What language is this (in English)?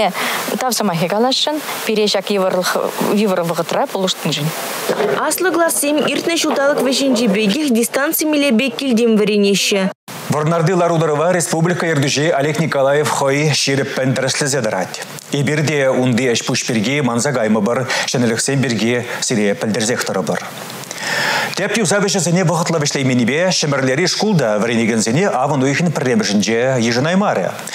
Chuvash